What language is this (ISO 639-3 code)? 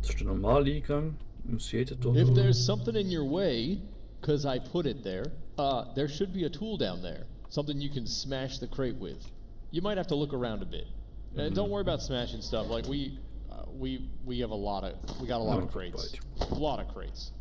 gsw